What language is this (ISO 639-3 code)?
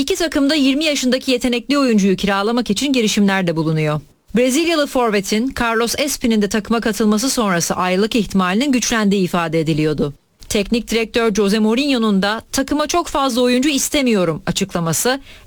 tur